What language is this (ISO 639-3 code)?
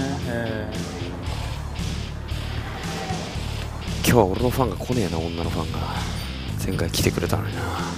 jpn